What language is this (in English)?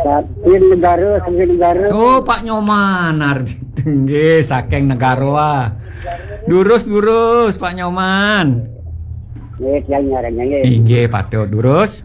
Balinese